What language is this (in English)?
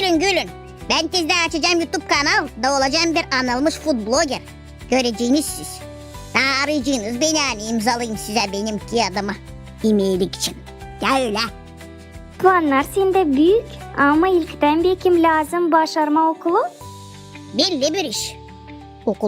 Gagauz